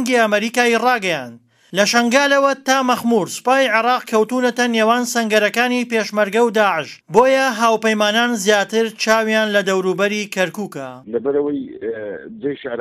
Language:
Central Kurdish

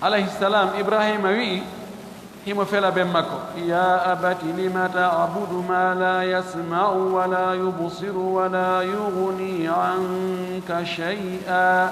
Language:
Fula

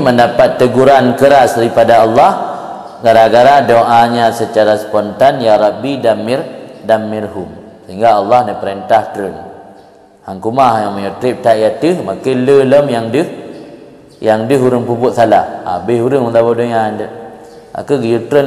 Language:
Achinese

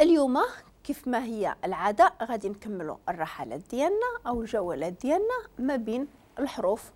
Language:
Moroccan Arabic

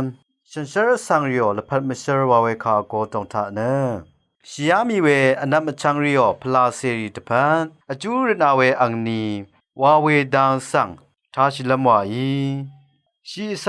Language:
Rawang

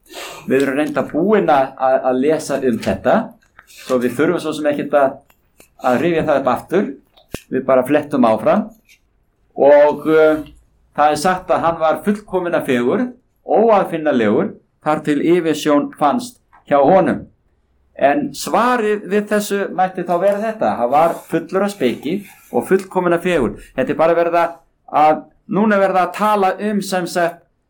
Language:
Icelandic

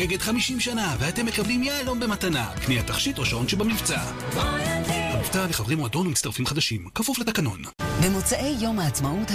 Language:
Hebrew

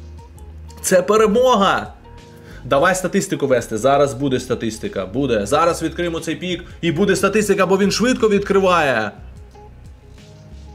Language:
Ukrainian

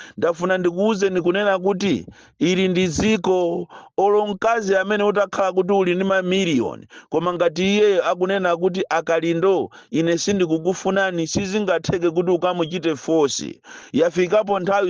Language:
Nyanja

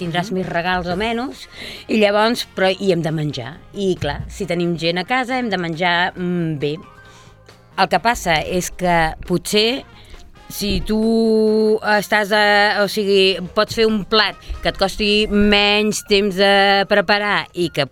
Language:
Catalan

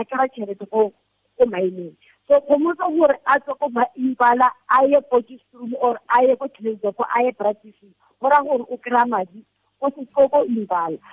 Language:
Tswana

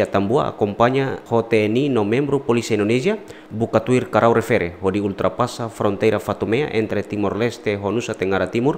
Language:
Tetum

